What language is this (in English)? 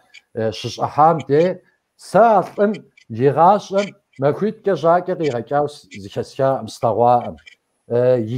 Kabardian